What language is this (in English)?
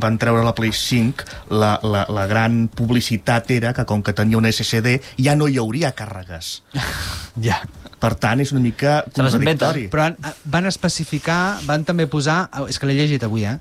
Catalan